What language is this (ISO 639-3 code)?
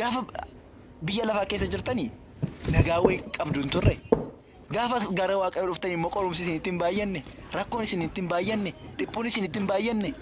orm